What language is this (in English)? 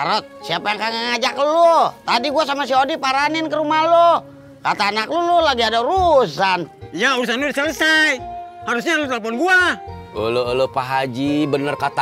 Betawi